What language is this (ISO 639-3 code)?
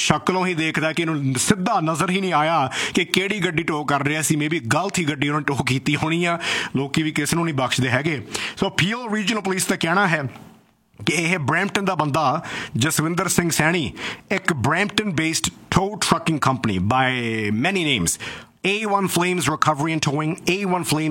pan